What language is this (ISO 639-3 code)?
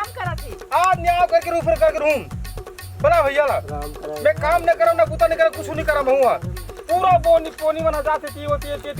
hne